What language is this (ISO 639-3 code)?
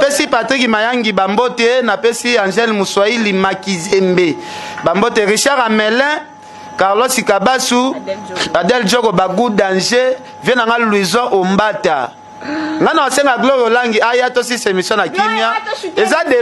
lin